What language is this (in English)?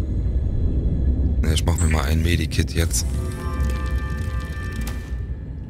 German